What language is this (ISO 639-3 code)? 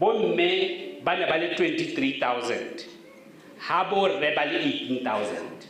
tsn